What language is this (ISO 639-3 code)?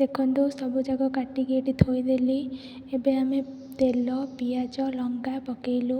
ori